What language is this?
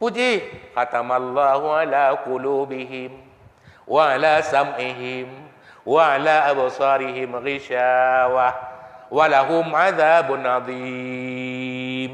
Achinese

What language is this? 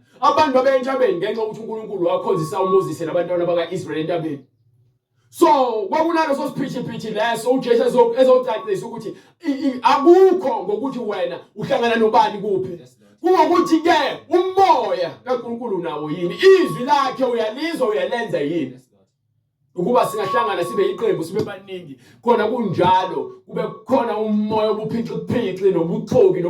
Zulu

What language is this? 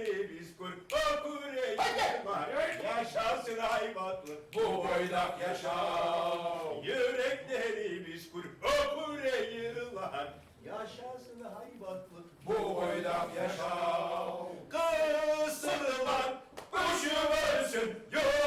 Kumyk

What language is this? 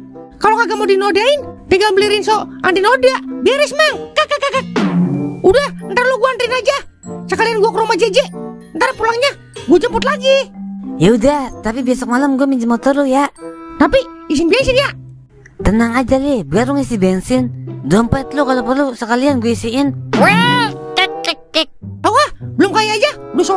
Betawi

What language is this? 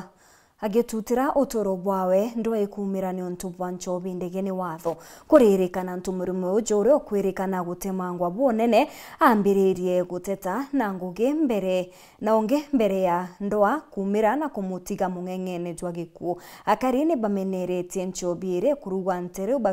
Meru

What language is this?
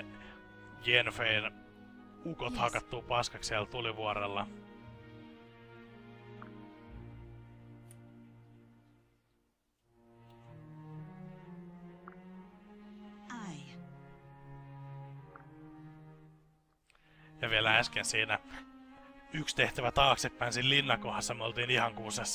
Finnish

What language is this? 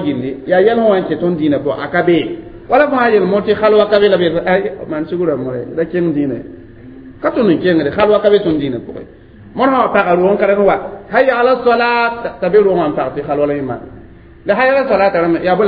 Mossi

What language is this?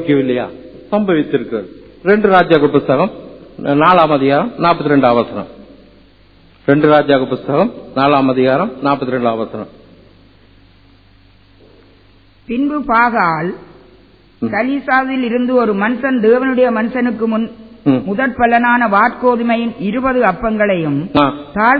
Tamil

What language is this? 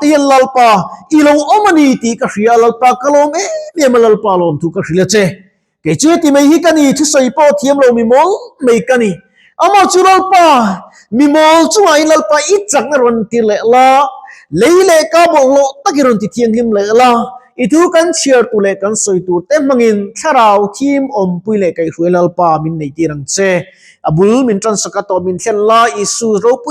Mizo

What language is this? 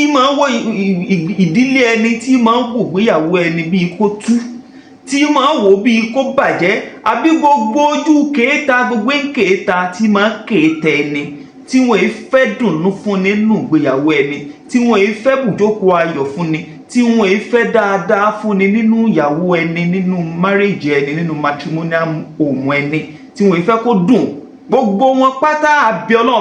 Yoruba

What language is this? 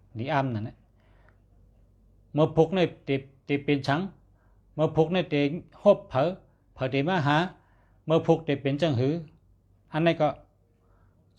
Shan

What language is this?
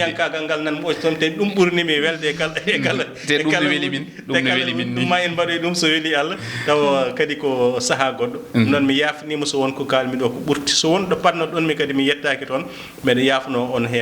Fula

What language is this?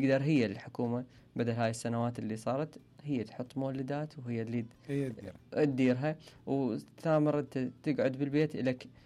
Mesopotamian Arabic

